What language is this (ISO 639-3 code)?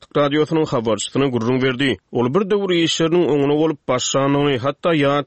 tuk